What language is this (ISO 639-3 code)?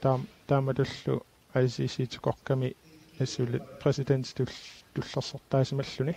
kal